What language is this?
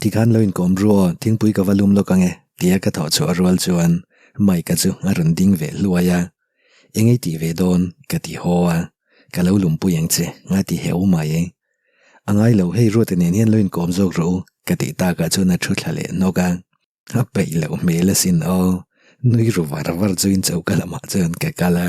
Mizo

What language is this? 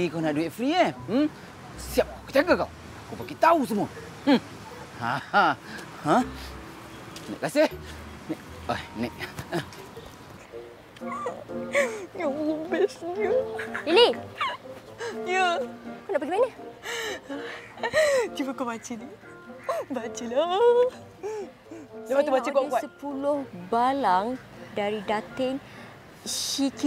Malay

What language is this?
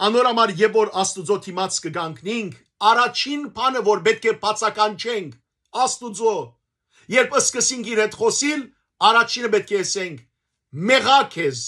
Western Armenian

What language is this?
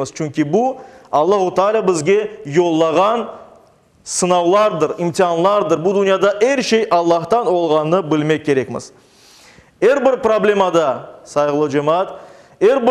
Crimean Tatar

